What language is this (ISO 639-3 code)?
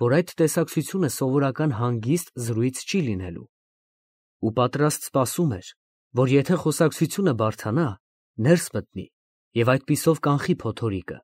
hye